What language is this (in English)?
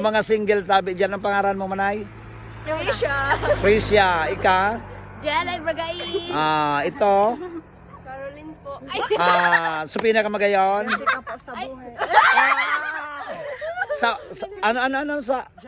Bikol